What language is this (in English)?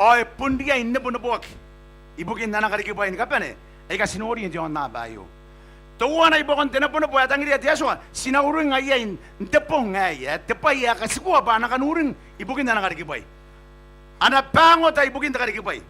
Gilbertese